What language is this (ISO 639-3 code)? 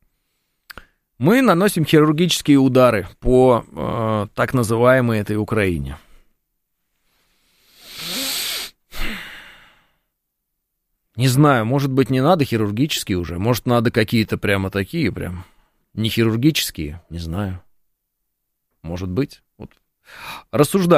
rus